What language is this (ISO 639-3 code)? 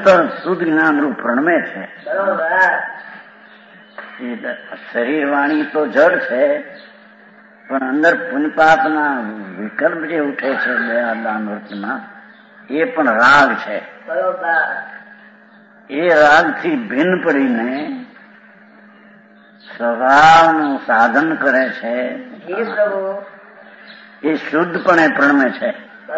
guj